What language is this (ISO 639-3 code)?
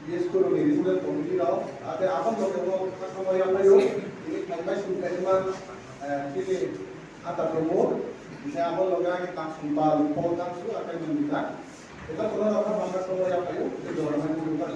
ria